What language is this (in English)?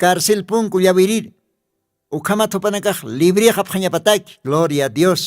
Aymara